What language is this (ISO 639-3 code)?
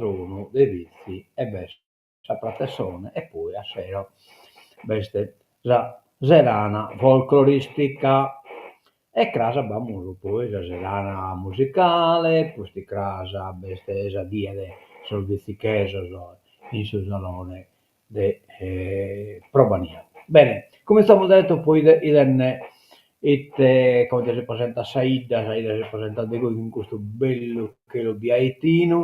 srd